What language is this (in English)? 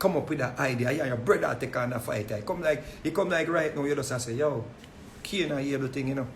Jamaican Creole English